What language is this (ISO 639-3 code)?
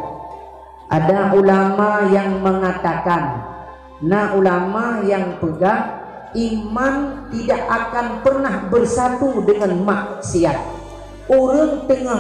ace